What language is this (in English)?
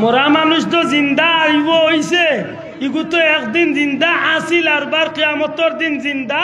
Sylheti